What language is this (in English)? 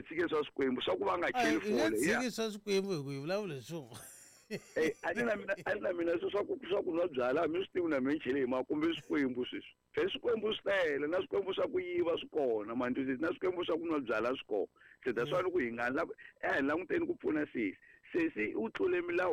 Tsonga